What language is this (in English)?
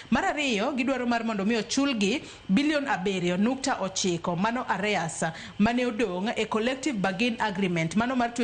Luo (Kenya and Tanzania)